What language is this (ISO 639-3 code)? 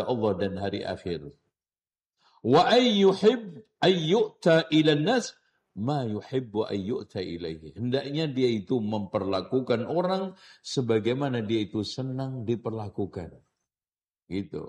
ind